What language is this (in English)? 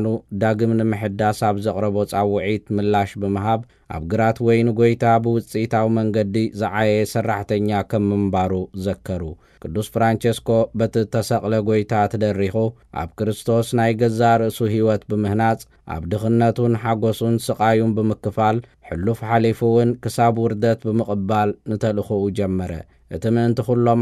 Tigrinya